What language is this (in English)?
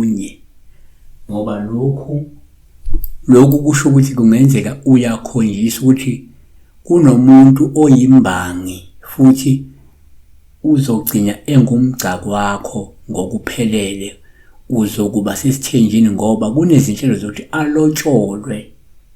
Zulu